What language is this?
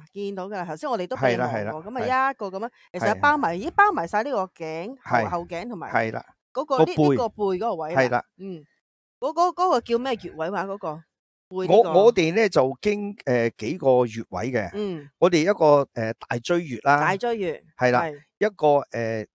Cantonese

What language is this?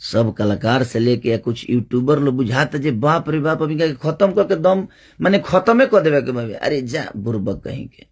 Bhojpuri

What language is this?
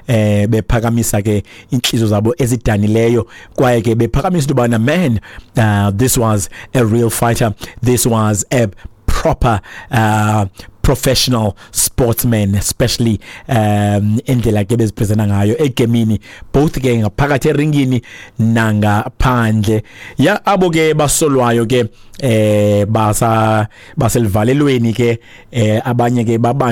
Xhosa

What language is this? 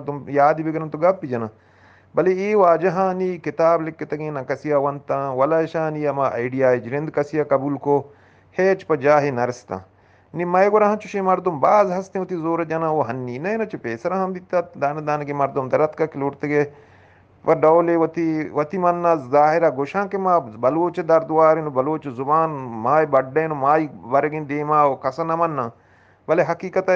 Eastern Balochi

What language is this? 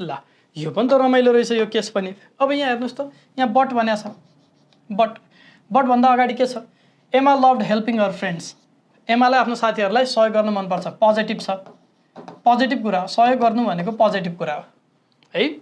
Nepali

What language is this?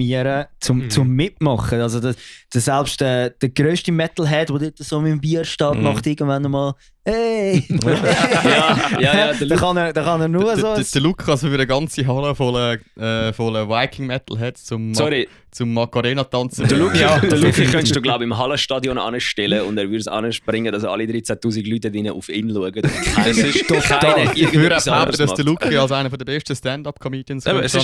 Swiss German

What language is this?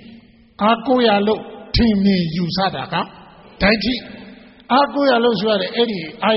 Burmese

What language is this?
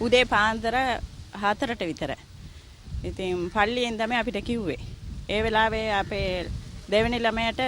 Sinhala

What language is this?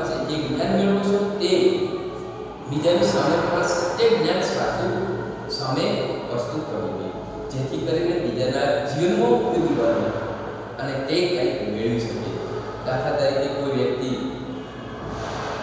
Gujarati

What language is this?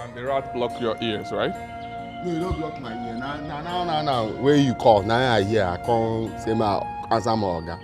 Nigerian Pidgin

